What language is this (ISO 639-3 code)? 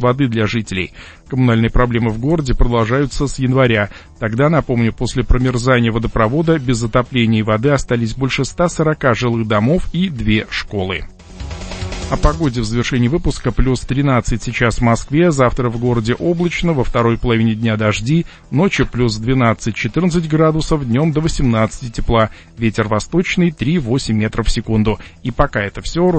rus